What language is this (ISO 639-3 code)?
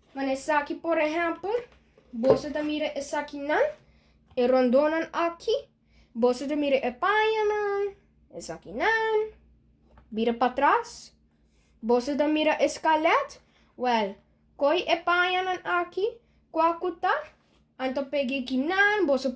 pap